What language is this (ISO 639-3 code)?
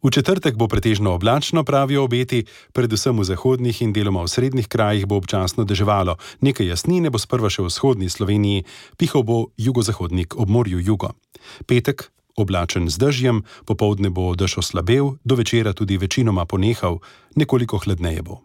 slv